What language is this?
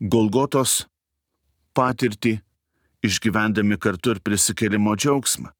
Lithuanian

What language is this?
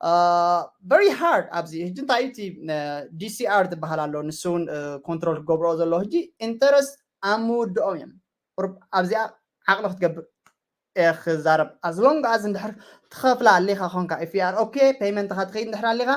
Tigrinya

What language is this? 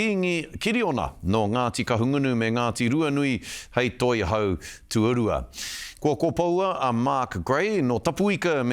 Māori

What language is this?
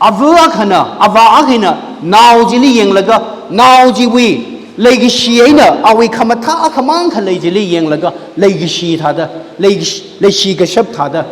Tangkhul Naga (India)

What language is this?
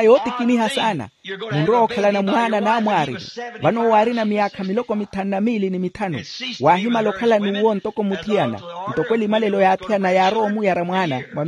Makhuwa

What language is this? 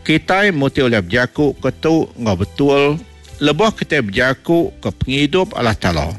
Iban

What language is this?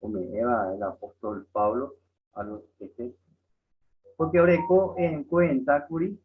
Guarani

